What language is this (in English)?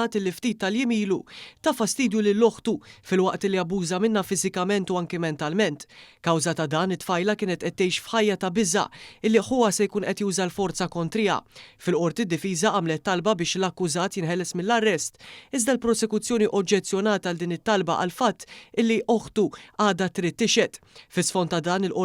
Maltese